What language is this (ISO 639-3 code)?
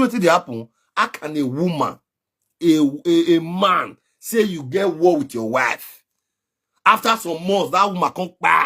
pcm